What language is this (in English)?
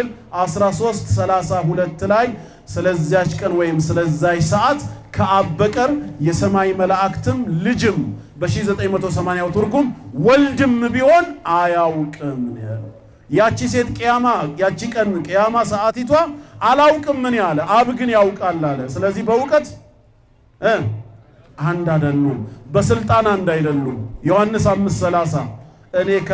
Amharic